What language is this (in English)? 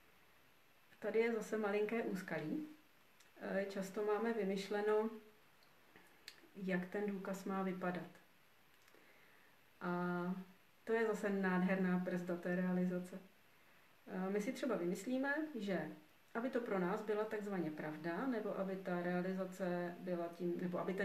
Czech